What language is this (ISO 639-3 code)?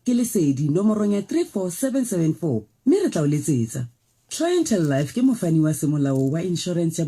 sot